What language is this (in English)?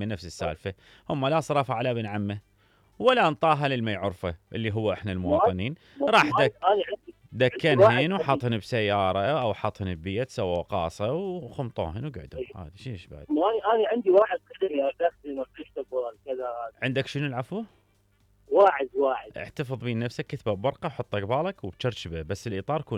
Mesopotamian Arabic